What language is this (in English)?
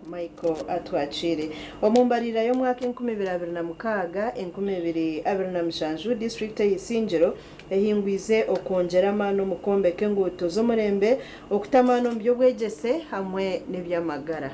Nyankole